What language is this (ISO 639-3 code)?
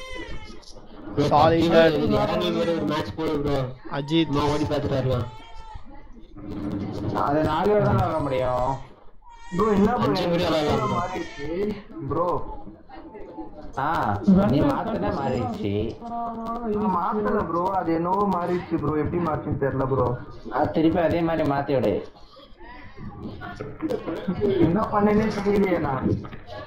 tam